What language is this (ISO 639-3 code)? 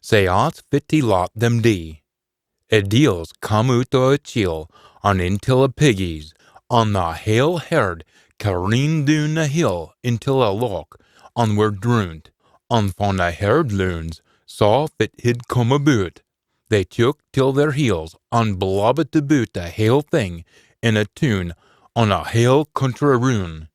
sco